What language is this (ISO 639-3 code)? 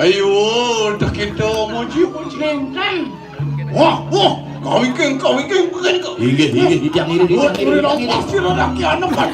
ban